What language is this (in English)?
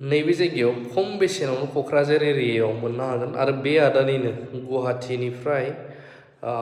Bodo